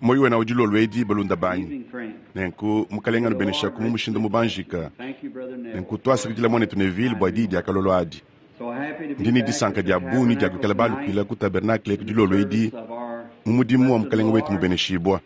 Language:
Luba-Lulua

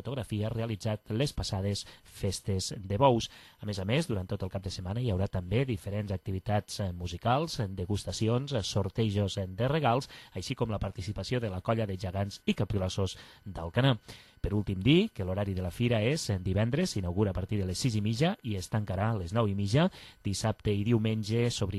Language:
Catalan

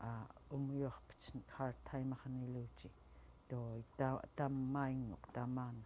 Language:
Central Yupik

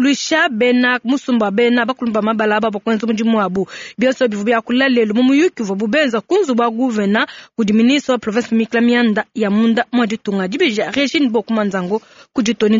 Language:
Luba-Lulua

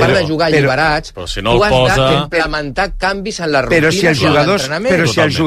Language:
Catalan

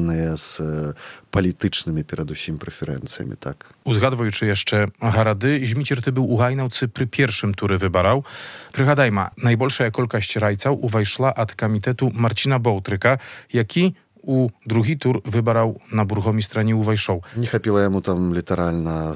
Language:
Belarusian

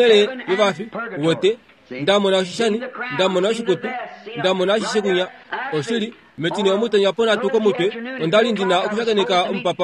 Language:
Kuanyama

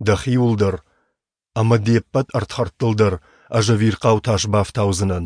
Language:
Ossetic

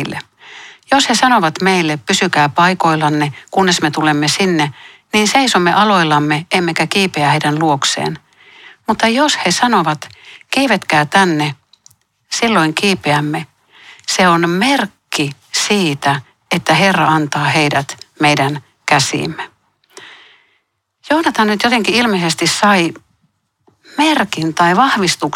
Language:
Finnish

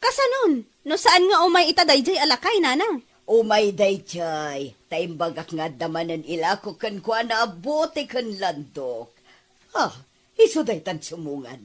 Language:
Iloko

